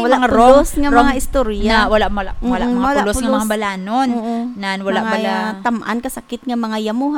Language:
Hiligaynon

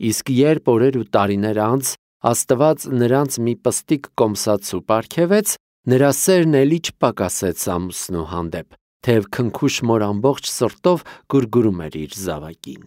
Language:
Armenian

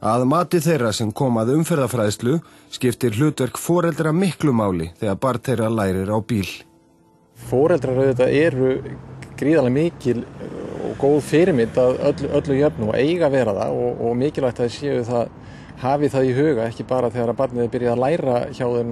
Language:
Icelandic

